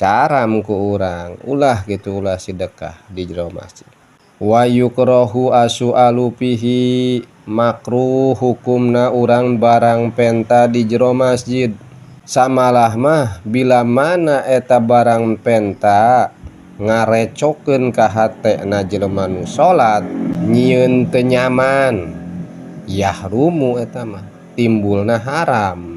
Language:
Sundanese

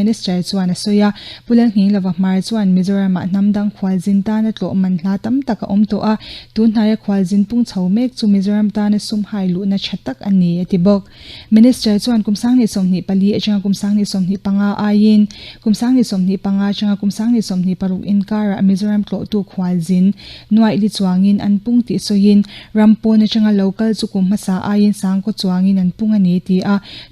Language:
Mizo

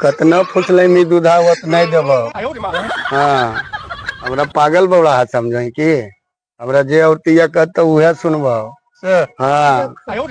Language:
Magahi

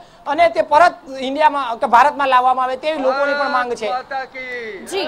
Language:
Gujarati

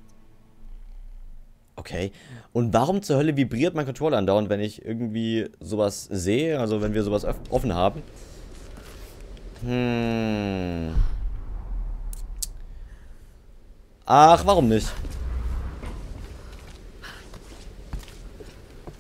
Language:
German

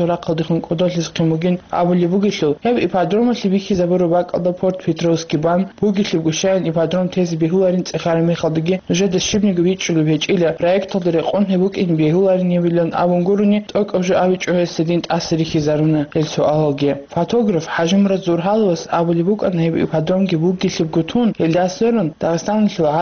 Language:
Avaric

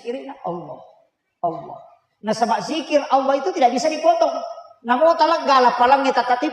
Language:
Buginese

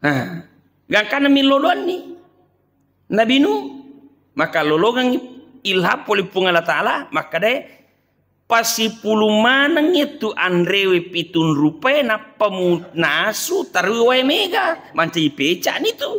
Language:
Buginese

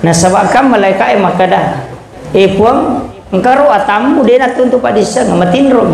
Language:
Buginese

